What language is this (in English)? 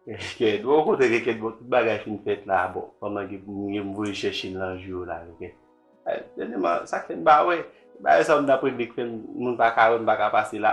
Haitian Creole